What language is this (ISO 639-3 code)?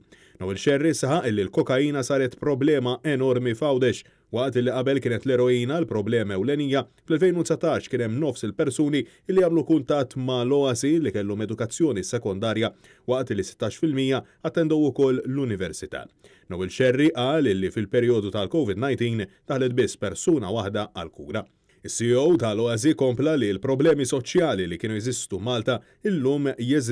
mlt